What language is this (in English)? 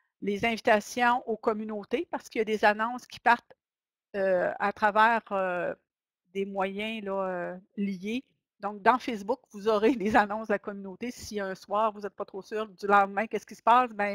French